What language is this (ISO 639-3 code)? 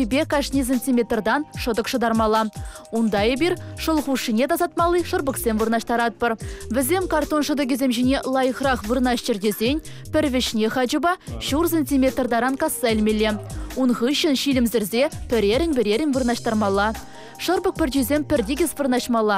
chv